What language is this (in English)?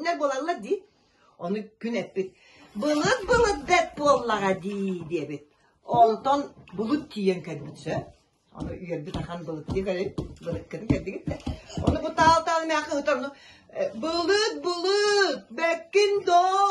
Yakut